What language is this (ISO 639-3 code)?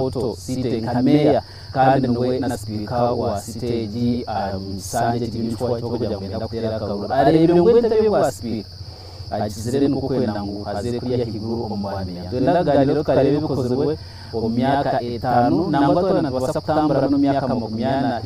nyn